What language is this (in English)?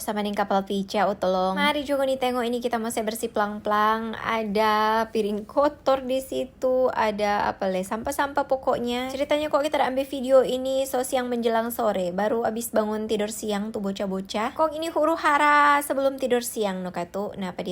Manado Malay